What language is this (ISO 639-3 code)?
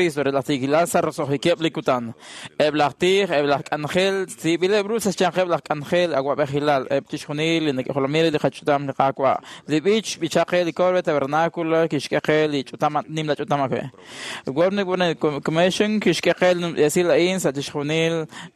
kek